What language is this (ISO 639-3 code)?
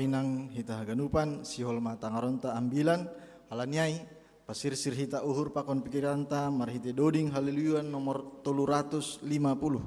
bts